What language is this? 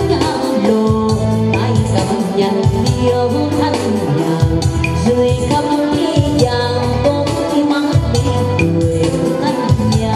Vietnamese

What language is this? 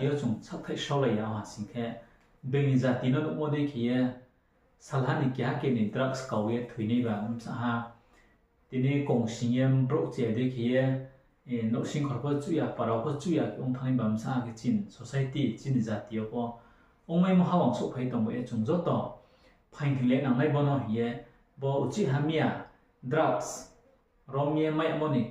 Riang (India)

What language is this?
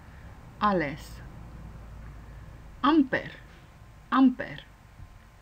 Afrikaans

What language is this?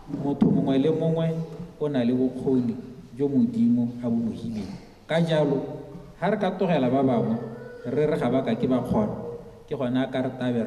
Tswana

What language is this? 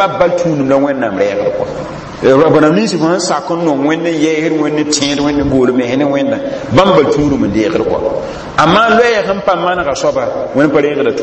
Mossi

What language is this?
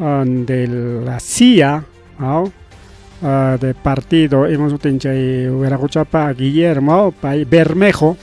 Ayacucho Quechua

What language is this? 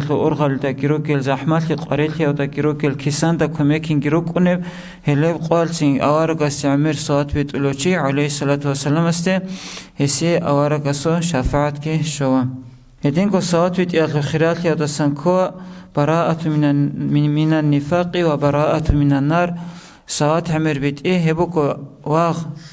Avaric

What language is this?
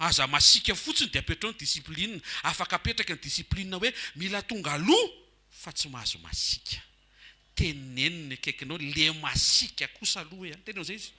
Malagasy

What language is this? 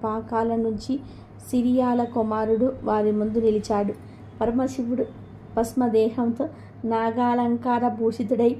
Telugu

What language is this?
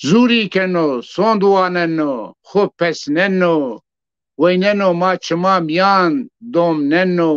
Zaza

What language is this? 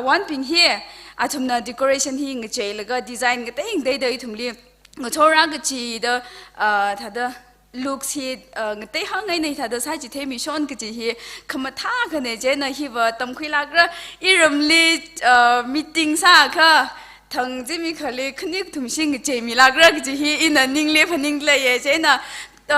Tangkhul Naga (India)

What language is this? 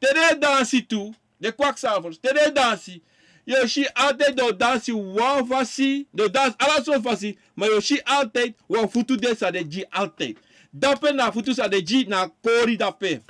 Sranan Tongo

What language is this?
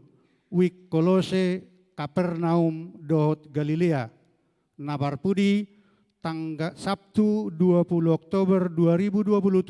Batak Toba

